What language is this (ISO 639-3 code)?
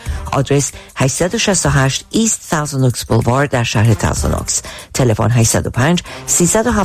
fas